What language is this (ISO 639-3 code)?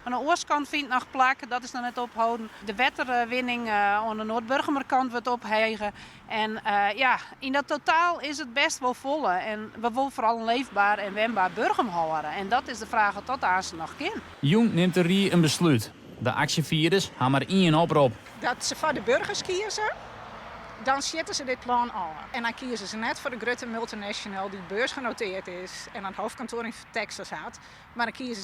fry